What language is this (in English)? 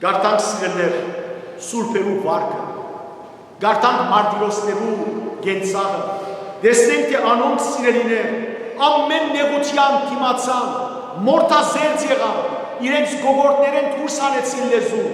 Western Armenian